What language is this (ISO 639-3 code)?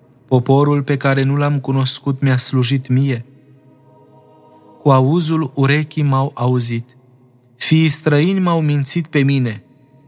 ron